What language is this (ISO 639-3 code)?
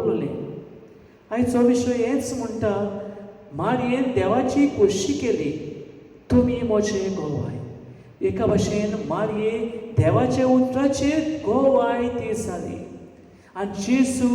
kok